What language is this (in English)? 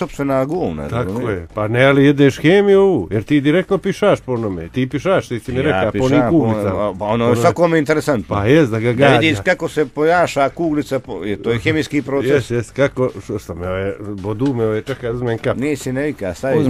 Bosnian